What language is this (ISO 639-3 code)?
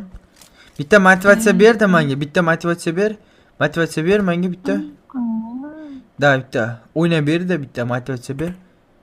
uzb